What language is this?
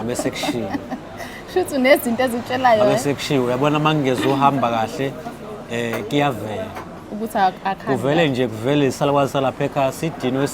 Zulu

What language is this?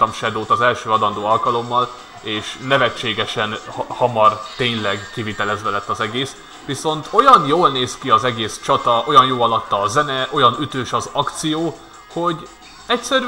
Hungarian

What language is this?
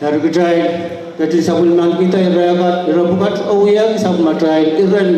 Pohnpeian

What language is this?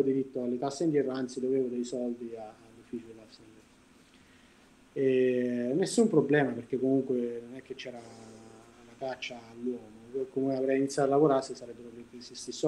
Italian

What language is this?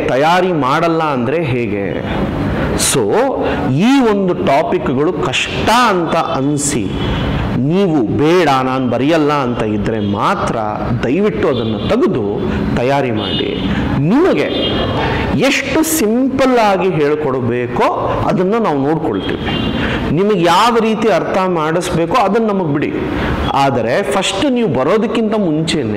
Kannada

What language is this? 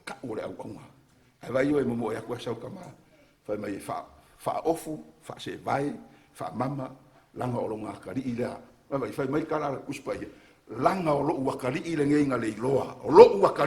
Samoan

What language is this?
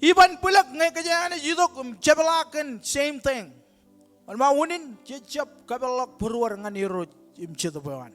Marshallese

